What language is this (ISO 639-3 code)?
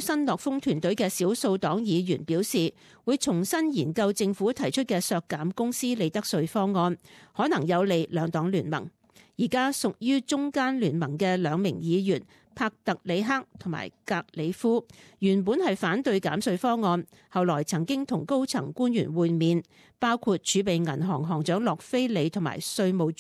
yue